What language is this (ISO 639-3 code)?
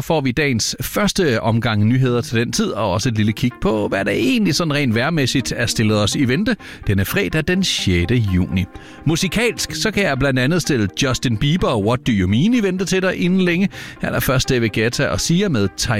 dan